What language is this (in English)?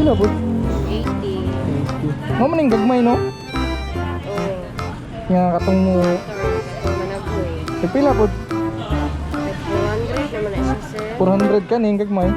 Cebuano